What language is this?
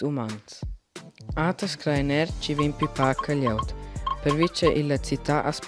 Romansh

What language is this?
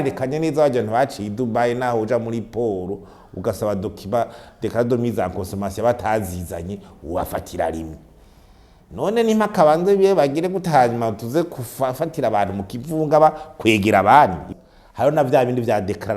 Rundi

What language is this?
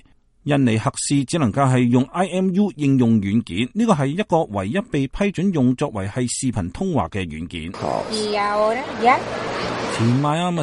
Cantonese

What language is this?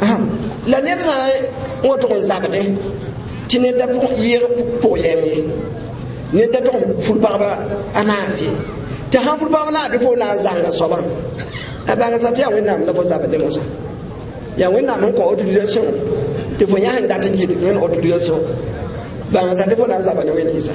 Mossi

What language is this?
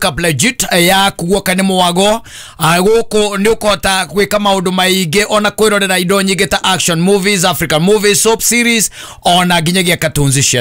Kikuyu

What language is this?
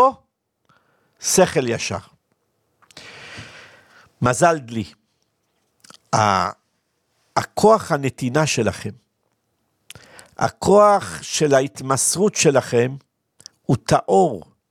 Hebrew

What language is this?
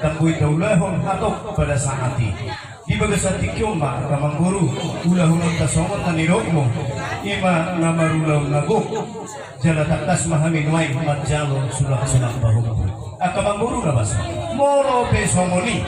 Batak Toba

